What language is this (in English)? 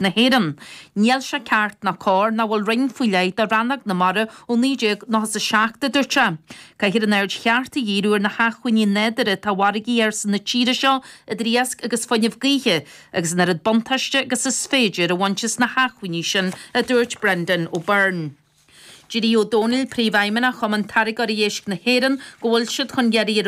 Irish